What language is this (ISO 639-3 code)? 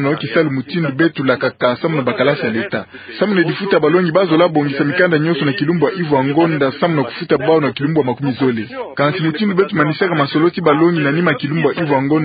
ktu